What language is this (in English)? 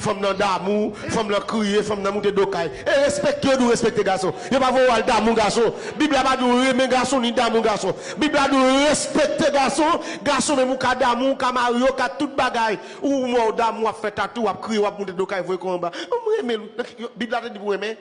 Haitian Creole